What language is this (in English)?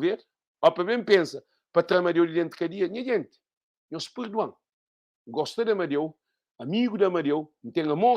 Kabuverdianu